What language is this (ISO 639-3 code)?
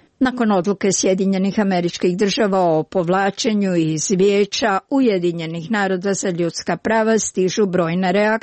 hrv